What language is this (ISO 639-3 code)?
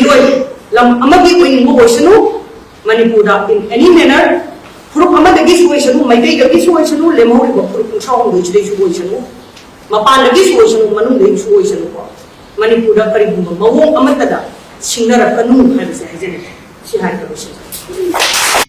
mni